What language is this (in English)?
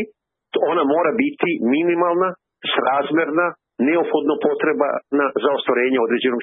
Serbian